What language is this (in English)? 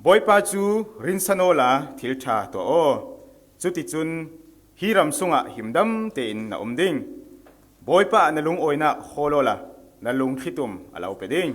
Falam Chin